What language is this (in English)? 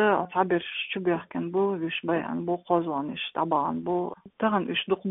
Chechen